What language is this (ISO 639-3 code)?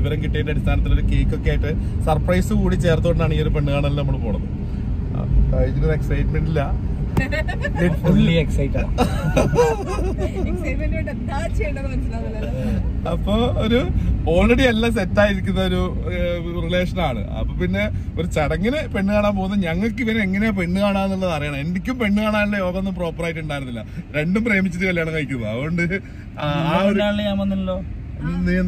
mal